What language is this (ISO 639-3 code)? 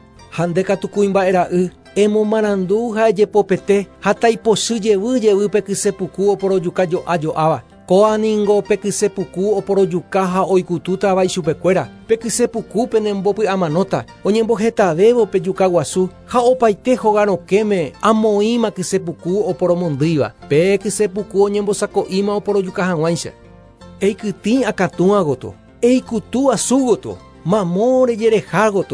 grn